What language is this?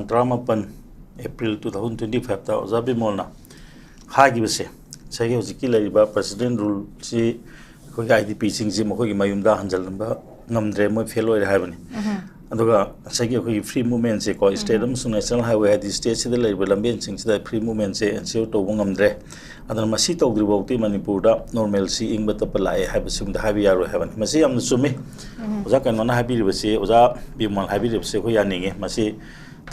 Manipuri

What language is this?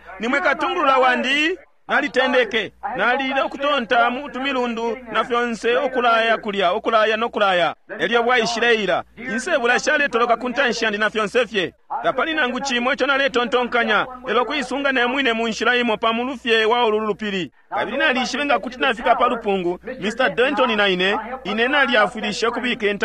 Bemba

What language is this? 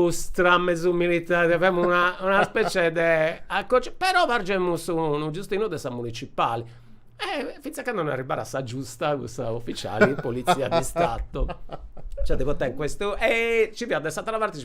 Sardinian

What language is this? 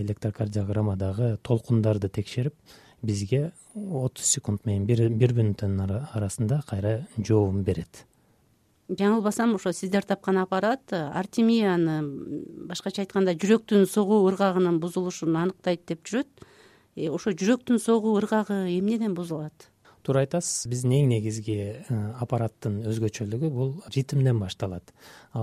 Kyrgyz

